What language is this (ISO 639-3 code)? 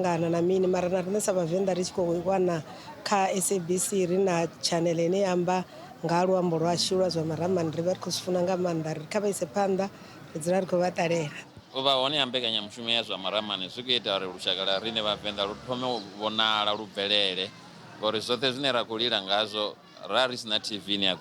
ven